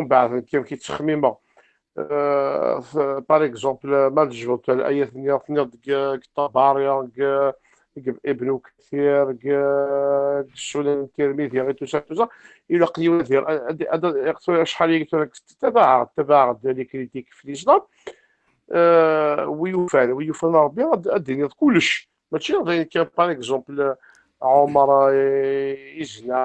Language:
Kabyle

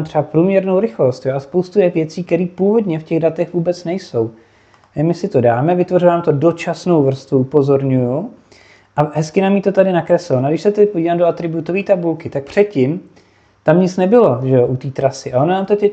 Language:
Czech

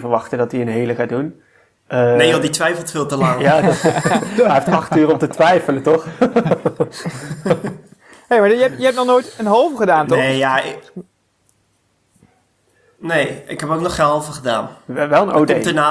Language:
Dutch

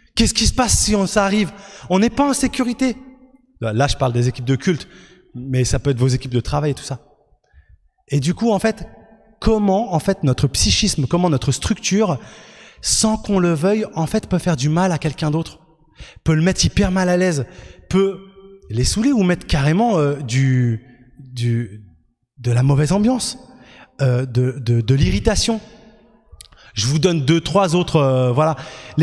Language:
French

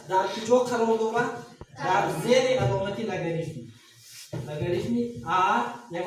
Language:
Tajik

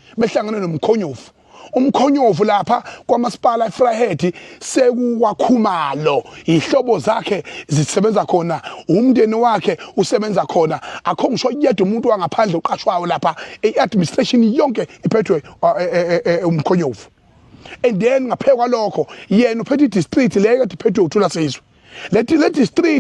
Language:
Zulu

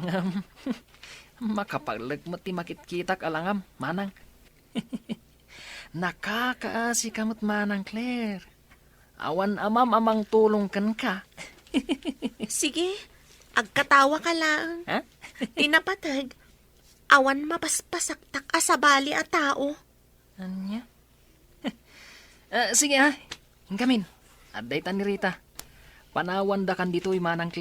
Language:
Iloko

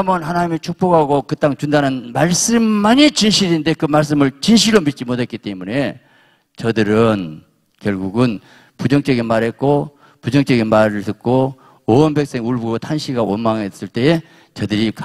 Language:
Korean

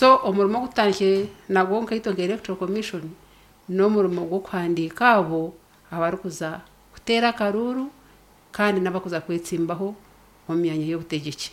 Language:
Nyankole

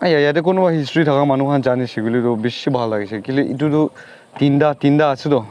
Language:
Naga Pidgin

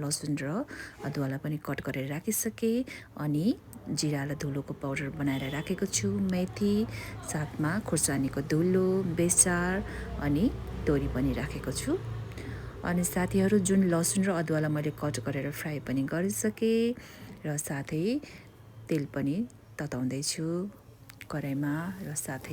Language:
Nepali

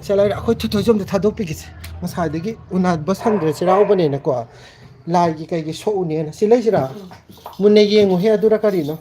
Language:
Manipuri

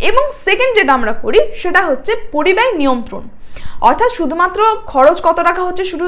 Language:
Bangla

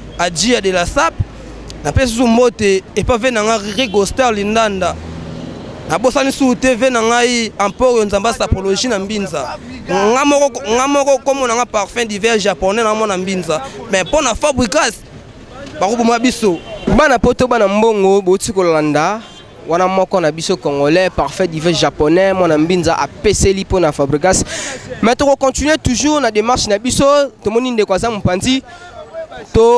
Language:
Lingala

